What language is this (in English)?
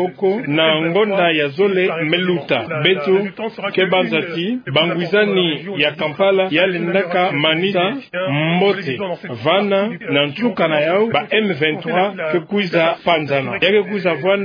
Kituba (Democratic Republic of Congo)